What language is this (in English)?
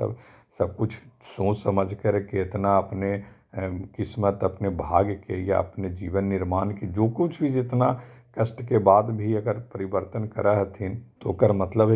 Magahi